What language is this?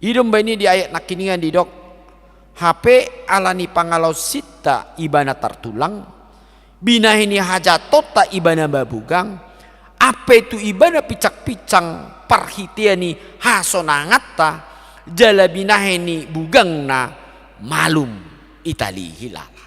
Batak Toba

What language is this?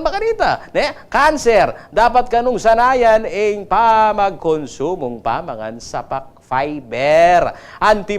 Pampanga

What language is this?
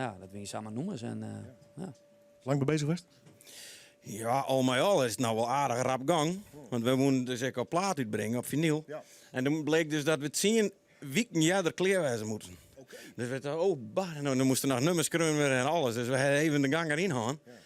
Western Frisian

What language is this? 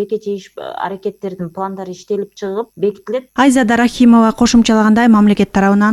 Kyrgyz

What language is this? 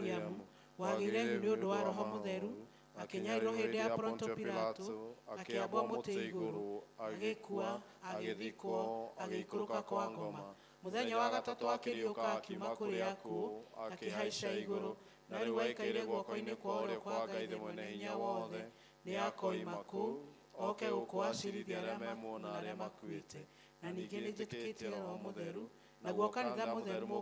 Kikuyu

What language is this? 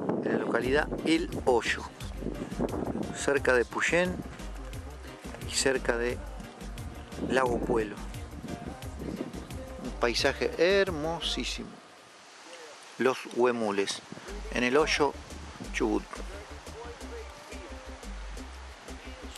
Spanish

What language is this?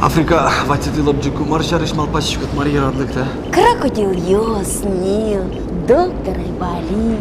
Udmurt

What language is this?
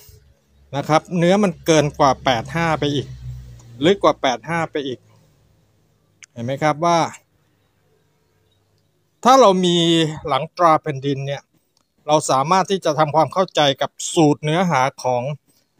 Thai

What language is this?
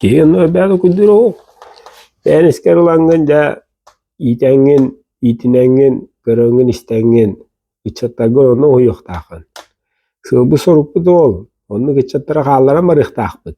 Yakut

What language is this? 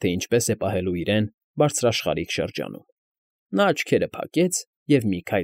Armenian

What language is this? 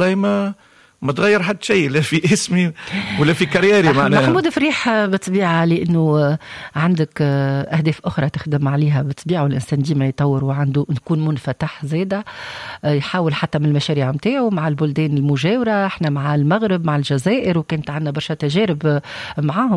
Tunisian Arabic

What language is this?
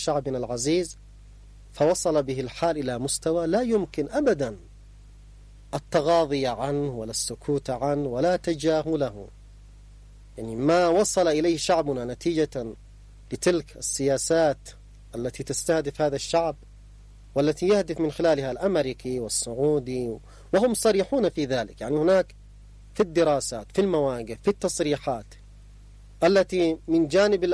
Arabic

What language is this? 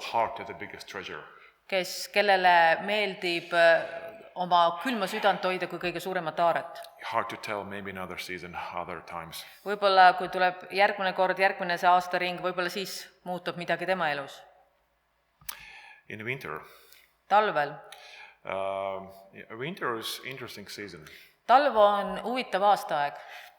Estonian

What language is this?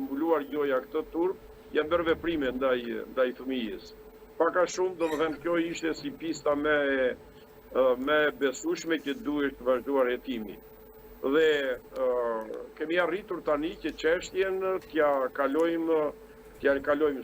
Albanian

